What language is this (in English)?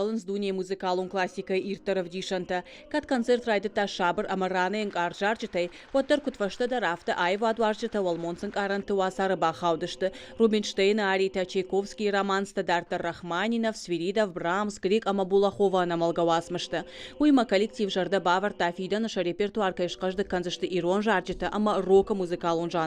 Ossetic